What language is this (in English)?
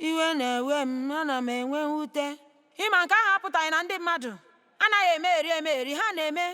Igbo